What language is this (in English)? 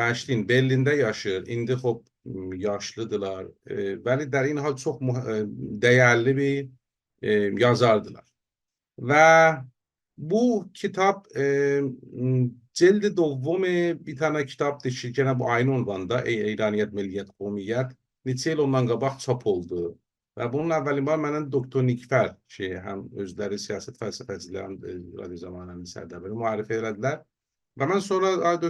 South Azerbaijani